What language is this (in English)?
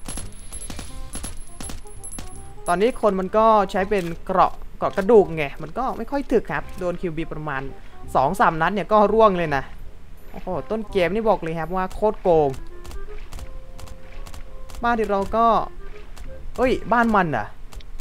Thai